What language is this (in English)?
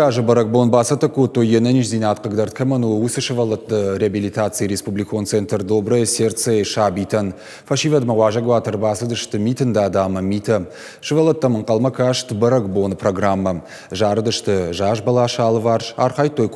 Ossetic